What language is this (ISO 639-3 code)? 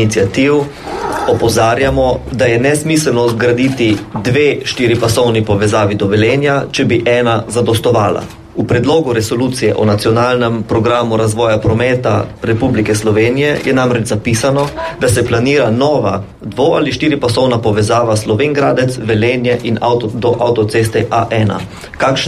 slv